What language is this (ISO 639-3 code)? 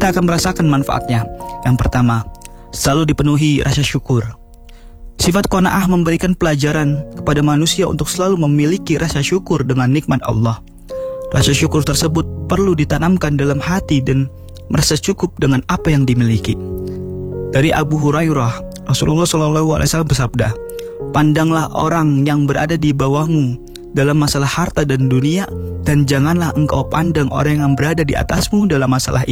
ind